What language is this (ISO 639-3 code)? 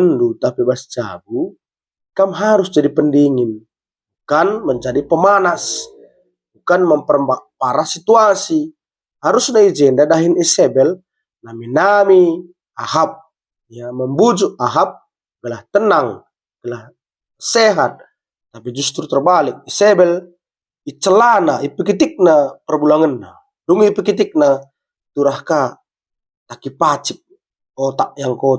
btx